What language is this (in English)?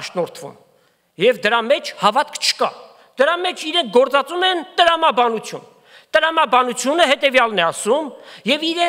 Armenian